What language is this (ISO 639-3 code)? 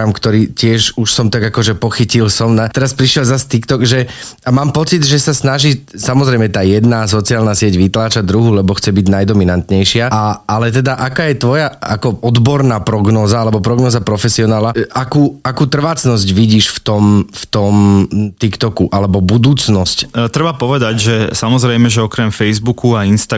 slk